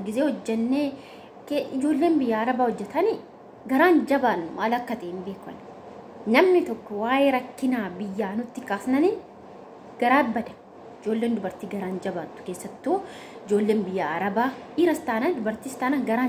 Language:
Oromo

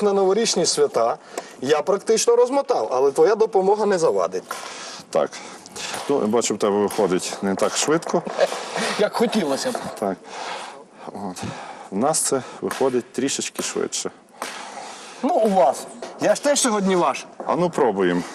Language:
Ukrainian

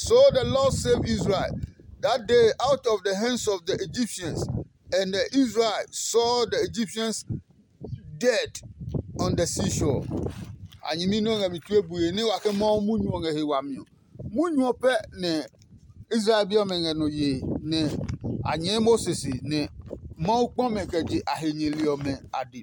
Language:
Adangme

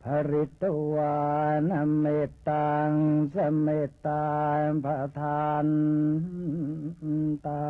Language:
Pali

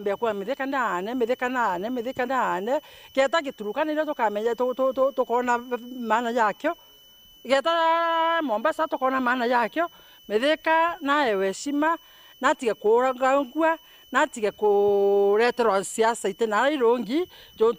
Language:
Meru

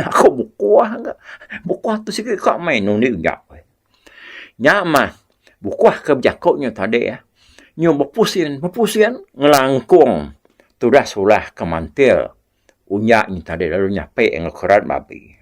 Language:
Iban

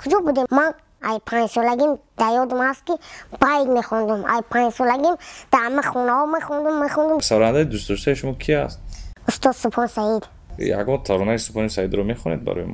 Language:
Tajik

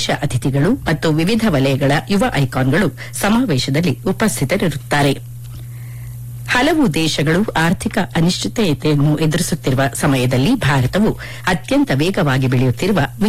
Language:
Kannada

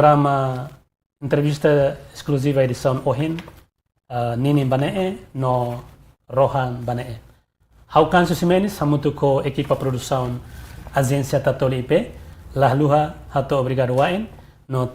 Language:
Tetum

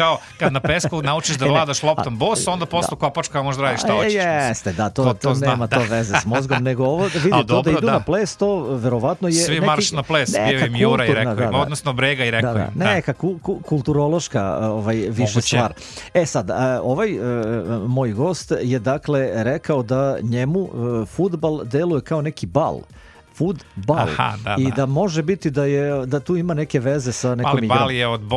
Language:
Serbian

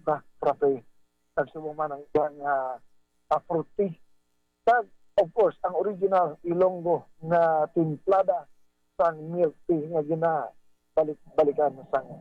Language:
Hiligaynon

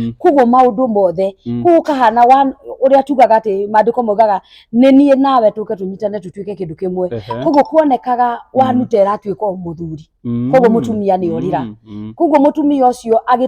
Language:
Kikuyu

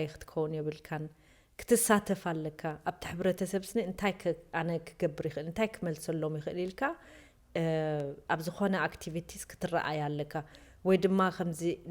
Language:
Tigrinya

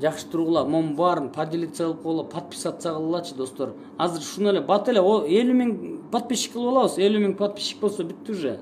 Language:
Kyrgyz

